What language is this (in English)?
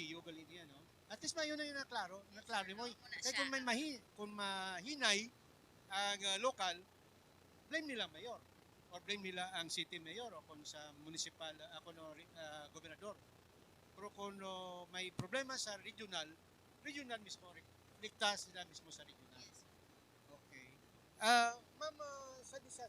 Hiligaynon